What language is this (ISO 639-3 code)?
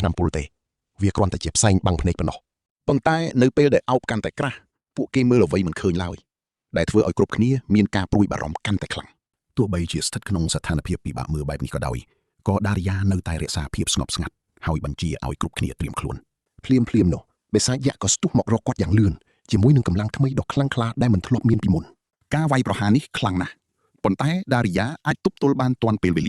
khm